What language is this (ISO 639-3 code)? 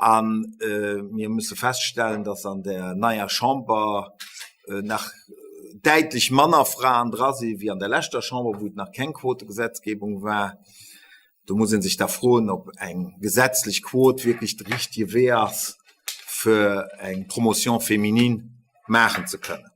ltz